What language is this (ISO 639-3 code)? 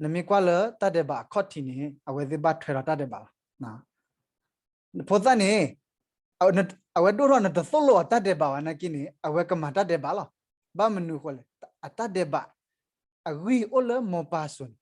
ksw